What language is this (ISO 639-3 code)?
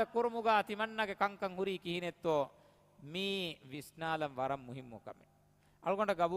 div